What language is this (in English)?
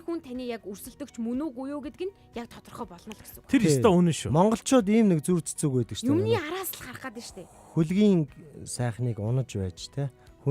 Mongolian